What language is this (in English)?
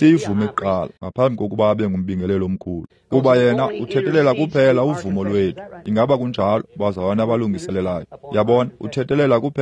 Xhosa